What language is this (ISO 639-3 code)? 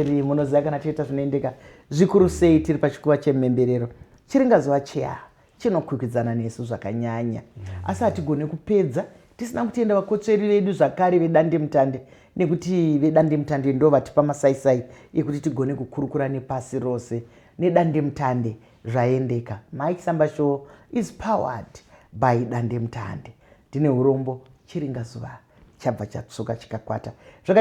sna